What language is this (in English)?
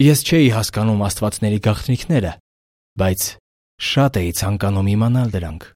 Armenian